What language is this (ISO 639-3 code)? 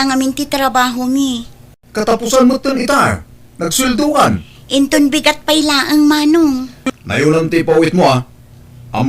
ilo